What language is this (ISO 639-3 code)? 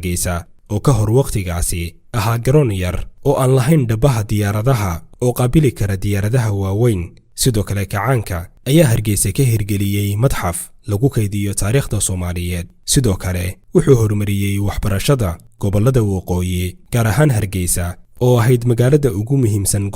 som